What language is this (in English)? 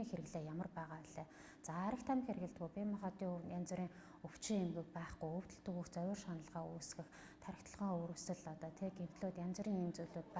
Mongolian